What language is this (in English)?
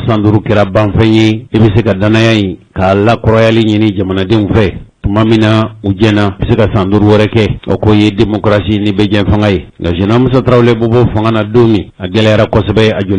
Bambara